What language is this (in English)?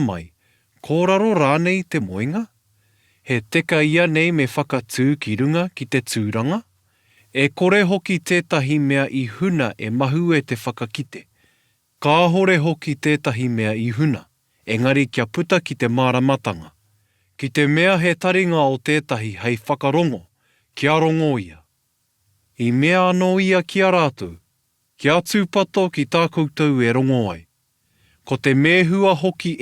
Māori